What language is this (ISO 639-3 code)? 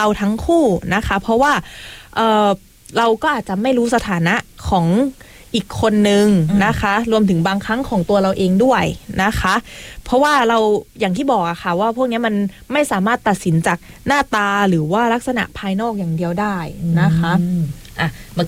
tha